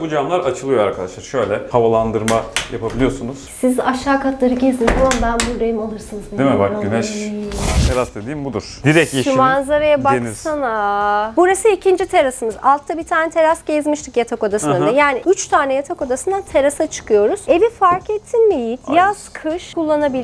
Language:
Turkish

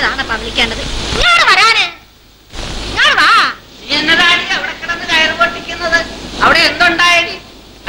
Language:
Malayalam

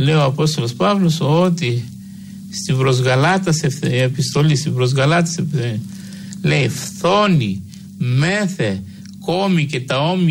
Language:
Greek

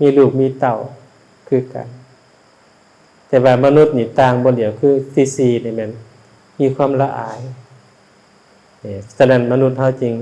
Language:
Lao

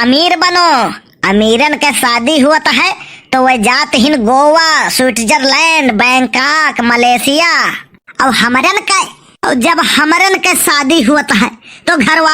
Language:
Awadhi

